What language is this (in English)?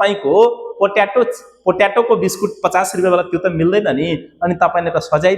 Nepali